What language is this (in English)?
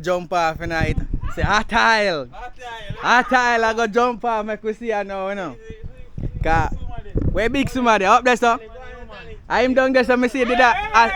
Jamaican Creole English